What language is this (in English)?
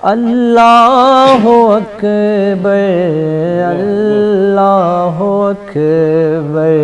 Brahui